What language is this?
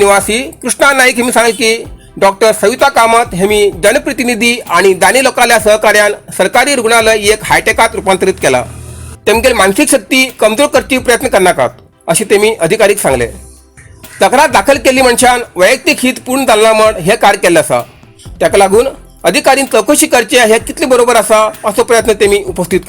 Konkani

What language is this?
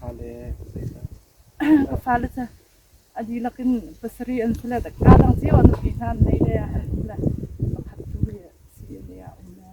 Hakha Chin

